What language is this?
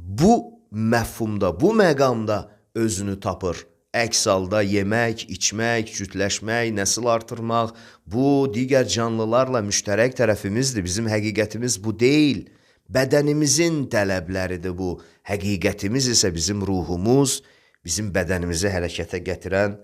Azerbaijani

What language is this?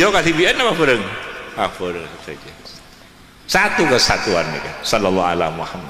Madurese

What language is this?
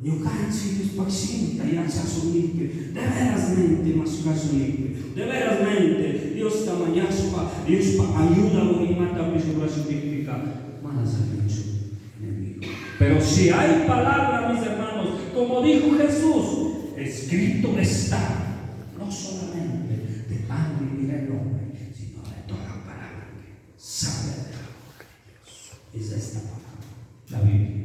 Chimborazo Highland Quichua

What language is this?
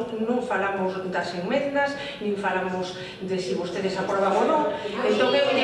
Galician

